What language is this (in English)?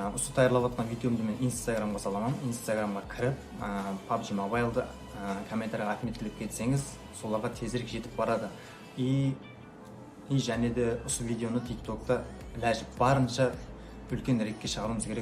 Kara-Kalpak